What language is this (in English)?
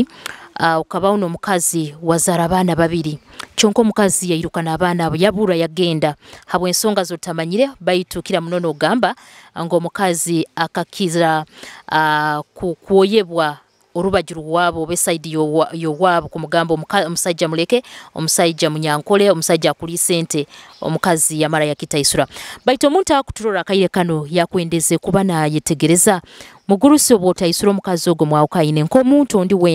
Nyoro